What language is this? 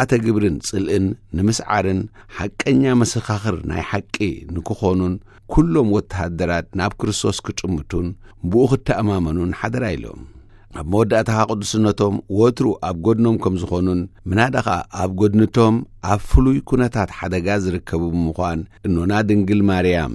Tigrinya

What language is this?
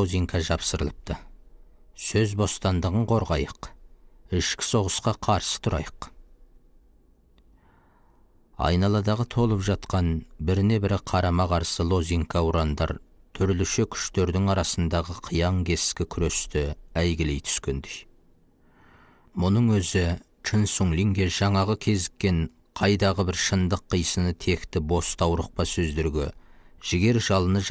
Kazakh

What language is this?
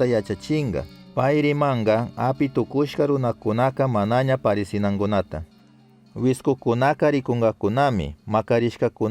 Chimborazo Highland Quichua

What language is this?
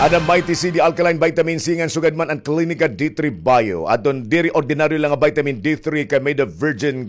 Waray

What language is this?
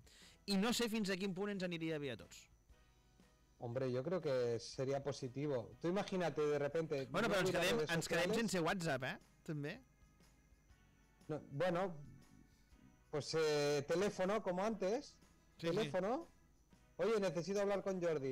Catalan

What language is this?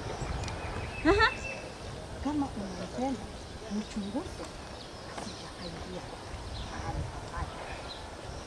Swahili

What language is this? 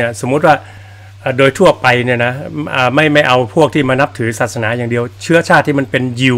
Thai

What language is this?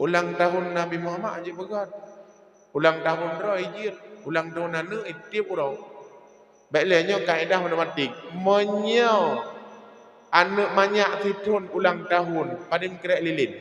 Achinese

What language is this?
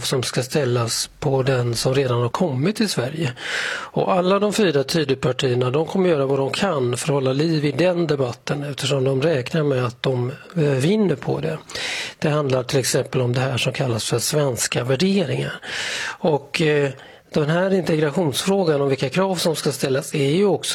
Swedish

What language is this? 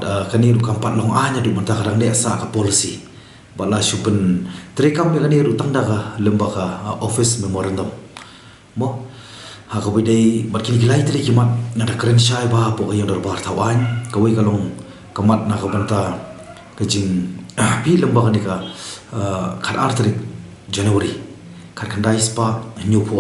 Khasi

